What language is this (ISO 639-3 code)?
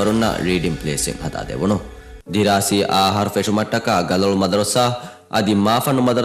div